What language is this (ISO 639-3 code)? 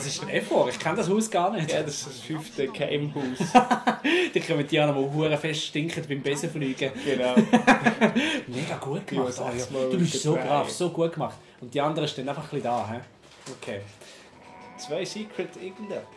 gsw